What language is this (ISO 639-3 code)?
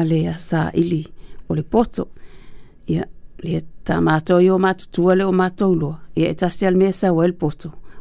smo